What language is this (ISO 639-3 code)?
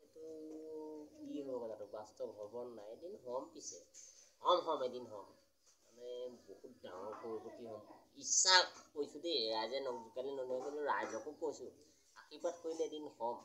asm